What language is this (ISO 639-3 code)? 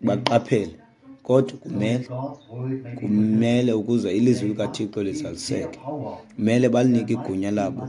xho